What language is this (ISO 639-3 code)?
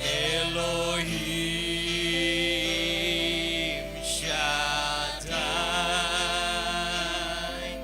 iba